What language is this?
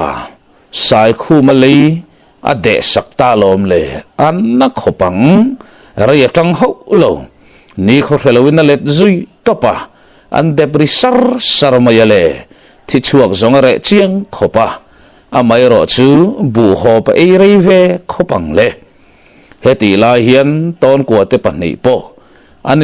Mizo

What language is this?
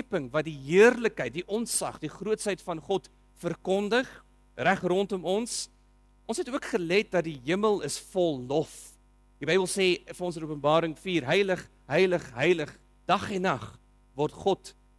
Afrikaans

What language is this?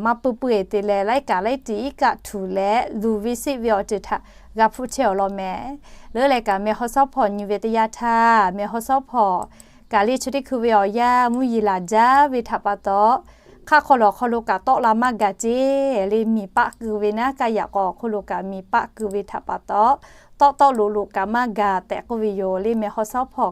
Lahu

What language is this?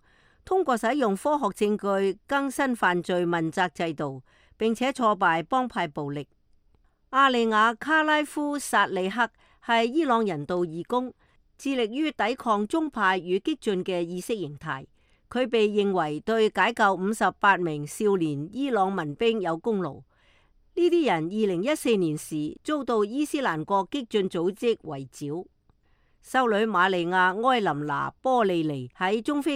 Cantonese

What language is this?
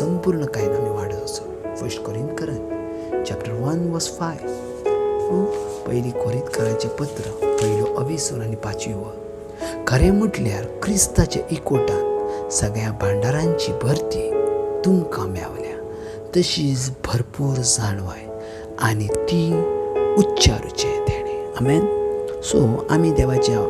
Konkani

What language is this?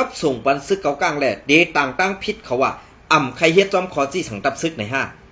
Shan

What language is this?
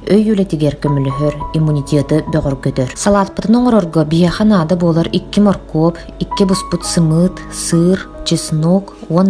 Yakut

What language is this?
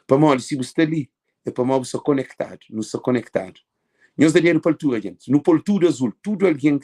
Kabuverdianu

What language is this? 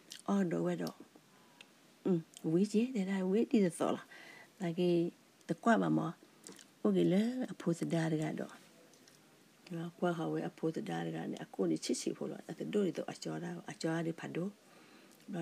S'gaw Karen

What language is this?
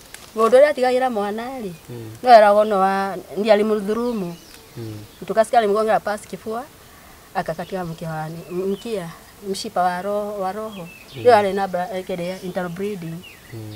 Kikuyu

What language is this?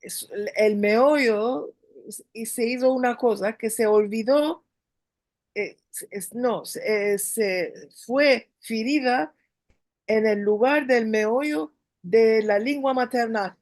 Ladino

